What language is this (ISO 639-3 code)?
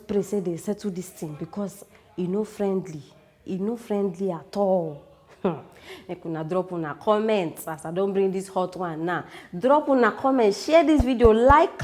pcm